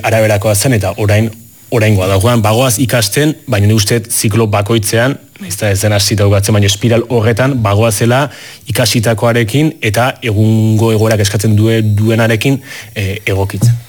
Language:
Basque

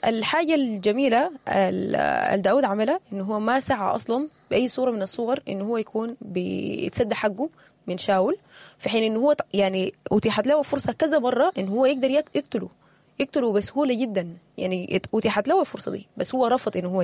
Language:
Sudanese Arabic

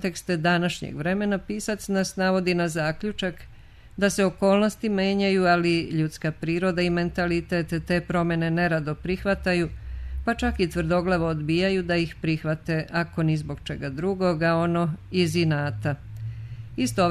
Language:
Serbian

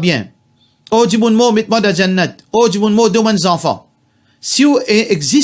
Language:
Morisyen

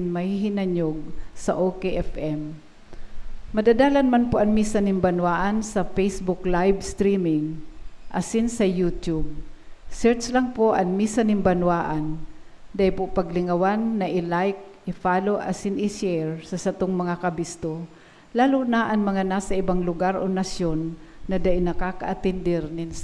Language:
Bikol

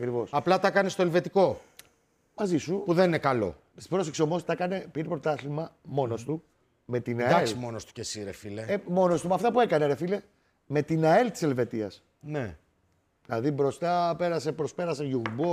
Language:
Greek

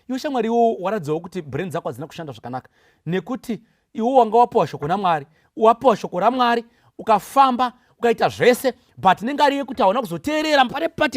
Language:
Shona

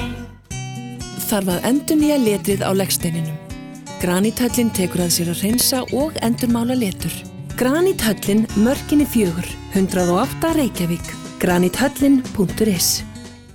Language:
Icelandic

